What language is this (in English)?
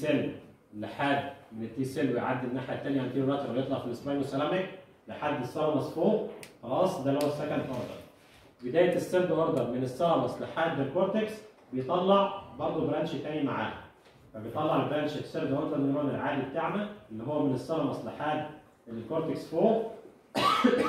Egyptian Arabic